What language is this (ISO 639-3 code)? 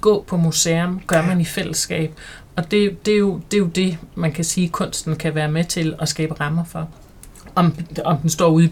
dan